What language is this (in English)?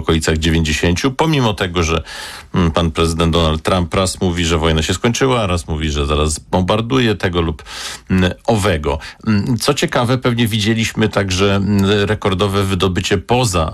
Polish